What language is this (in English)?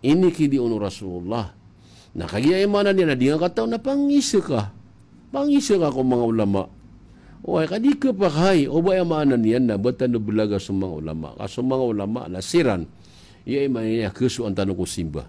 Maranao